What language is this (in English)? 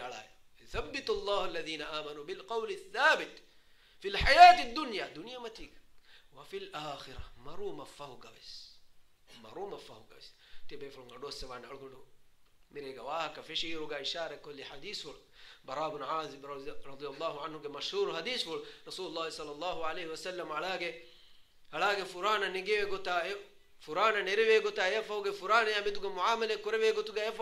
Divehi